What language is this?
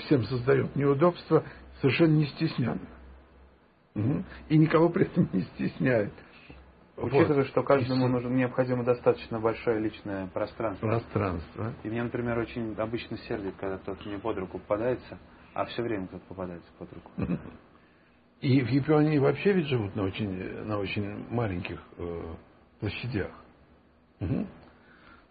Russian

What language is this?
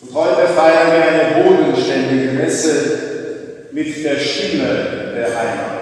Bavarian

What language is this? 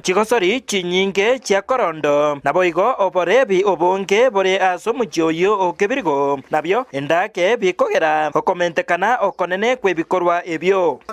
Gusii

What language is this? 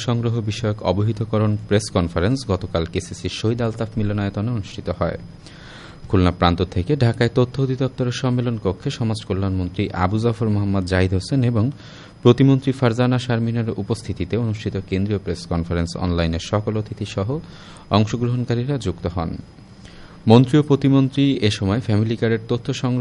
Bangla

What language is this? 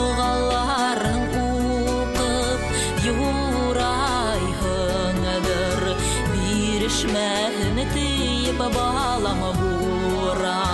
Bashkir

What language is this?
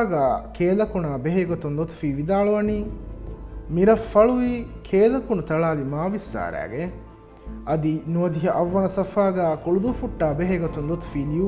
Divehi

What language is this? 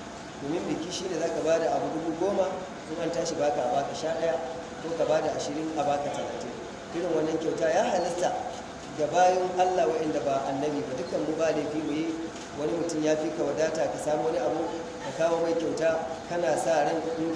Hausa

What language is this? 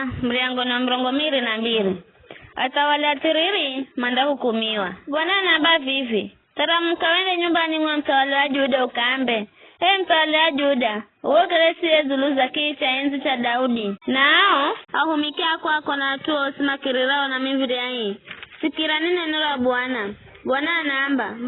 Giryama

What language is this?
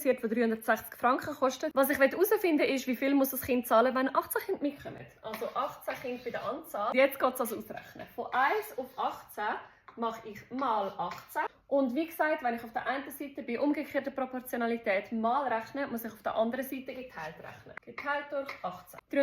Swiss German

